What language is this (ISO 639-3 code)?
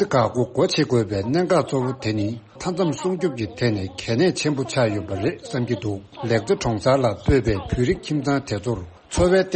bod